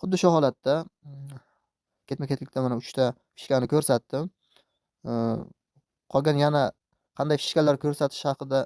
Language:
Uzbek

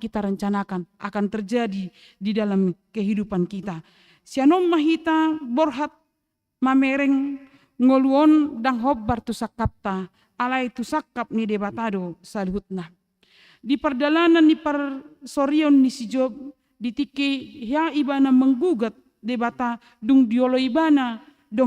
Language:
Batak Toba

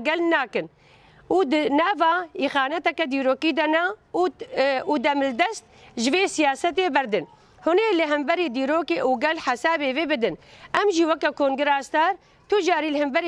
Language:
Kurdish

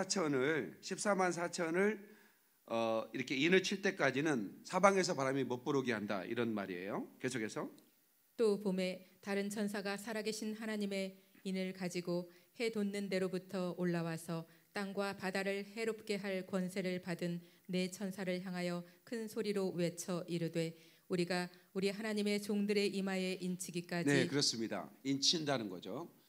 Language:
Korean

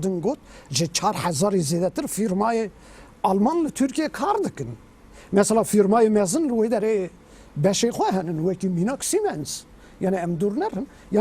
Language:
Kurdish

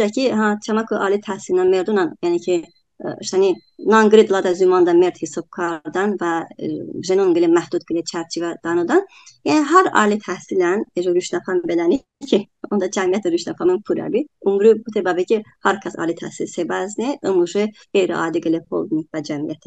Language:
Talysh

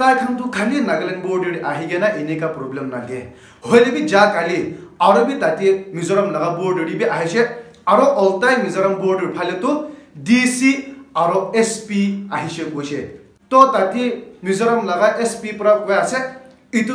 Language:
Naga Pidgin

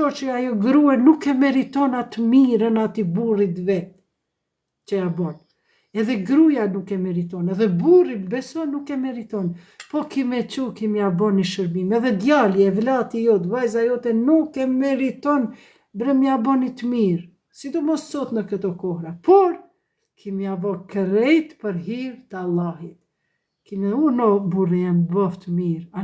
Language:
Albanian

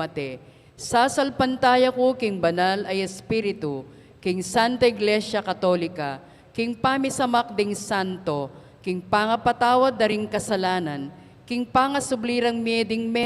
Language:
Pampanga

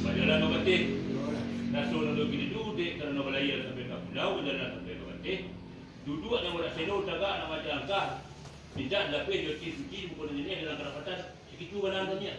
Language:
Minangkabau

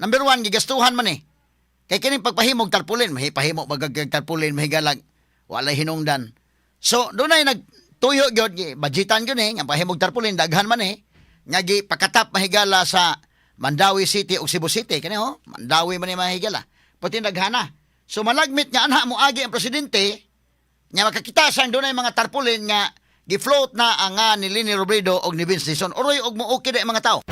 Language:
Cebuano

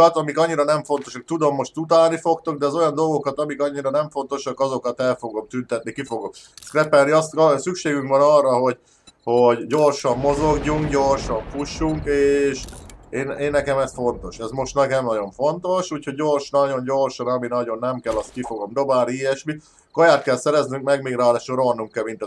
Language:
Hungarian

